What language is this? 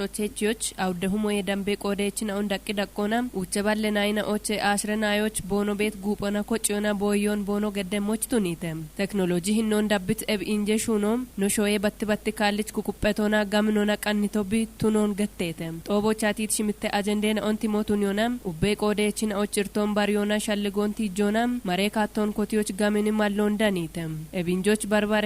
Kafa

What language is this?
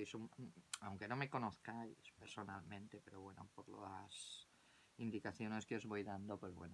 Spanish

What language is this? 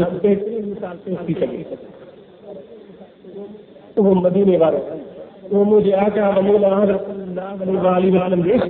Sindhi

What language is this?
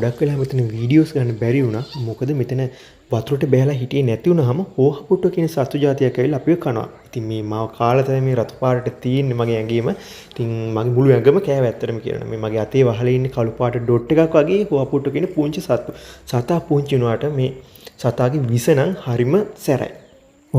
Sinhala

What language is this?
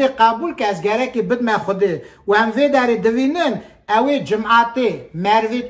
Kurdish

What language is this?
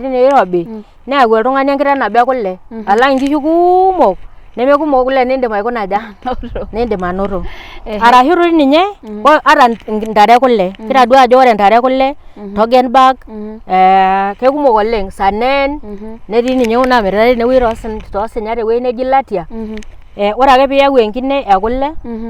Masai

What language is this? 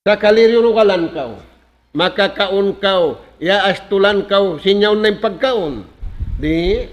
Tausug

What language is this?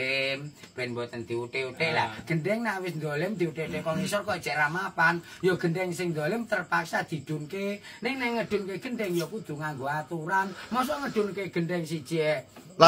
Javanese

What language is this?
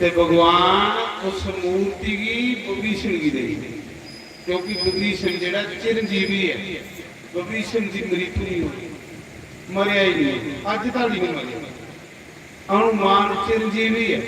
Dogri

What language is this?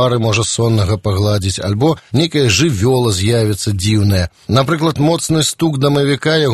Belarusian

